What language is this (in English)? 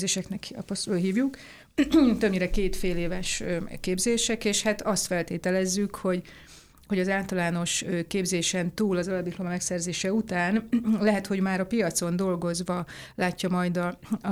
Hungarian